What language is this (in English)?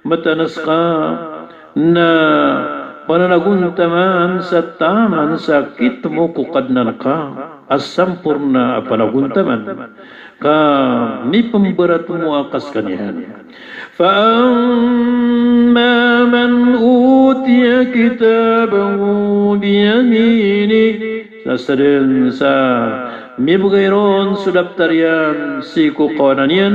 Maranao